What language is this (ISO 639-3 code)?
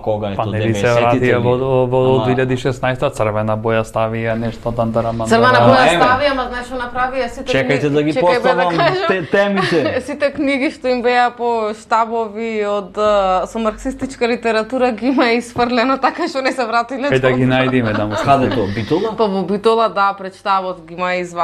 mkd